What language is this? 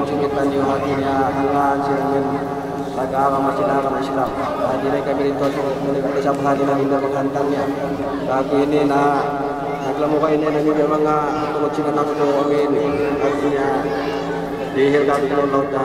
Yakan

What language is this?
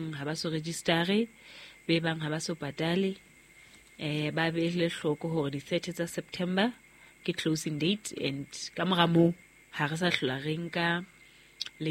Southern Sotho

